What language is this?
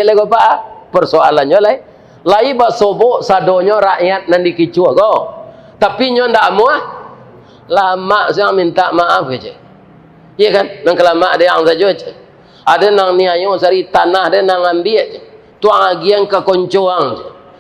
Minangkabau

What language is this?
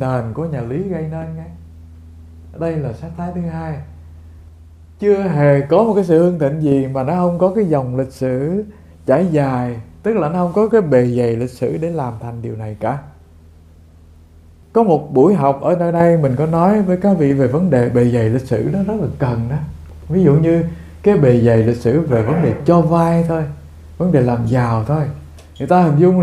Vietnamese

